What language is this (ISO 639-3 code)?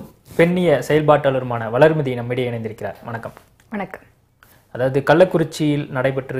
tam